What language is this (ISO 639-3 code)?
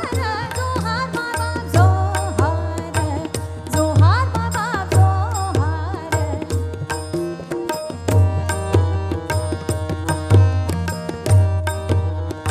mar